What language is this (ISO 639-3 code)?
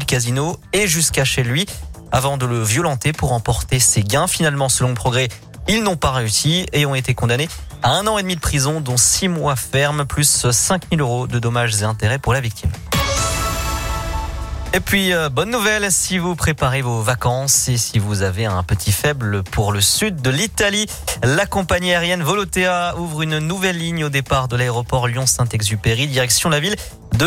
fra